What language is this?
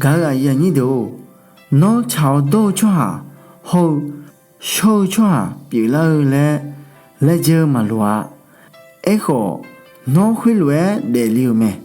Akha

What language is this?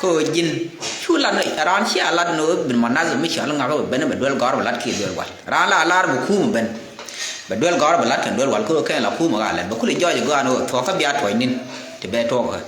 Nuer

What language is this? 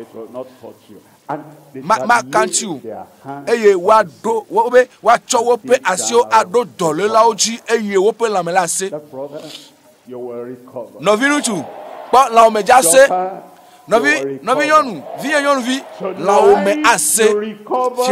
Ewe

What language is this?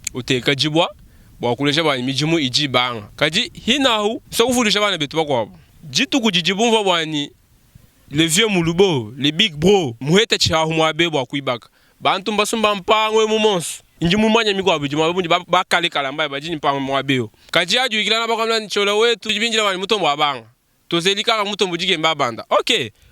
Luba-Lulua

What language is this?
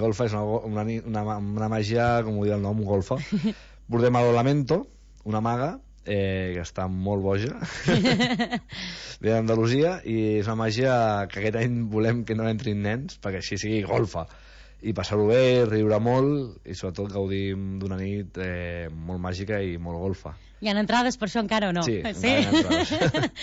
Catalan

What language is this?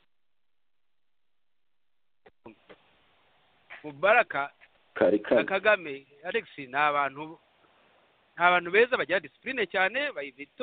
Kinyarwanda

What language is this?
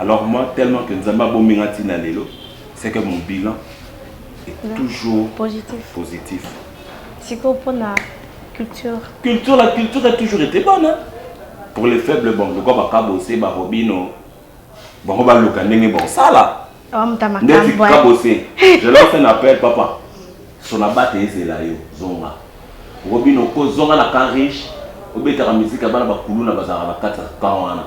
Lingala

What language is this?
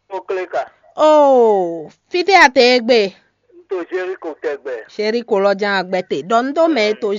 Fon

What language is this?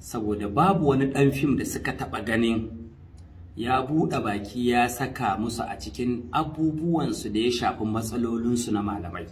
Hausa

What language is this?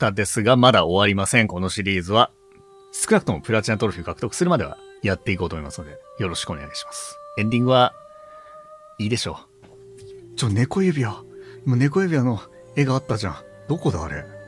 Japanese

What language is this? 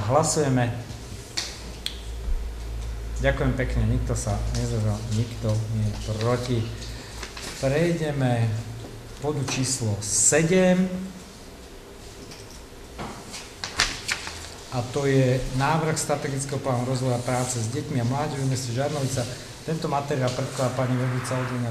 Slovak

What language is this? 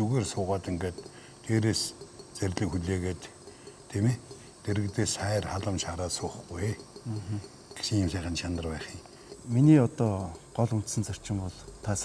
Mongolian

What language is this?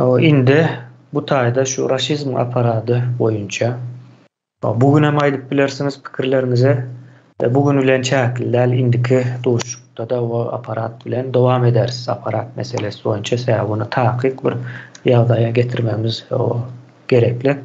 Turkmen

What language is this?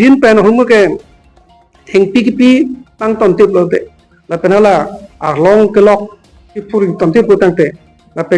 Karbi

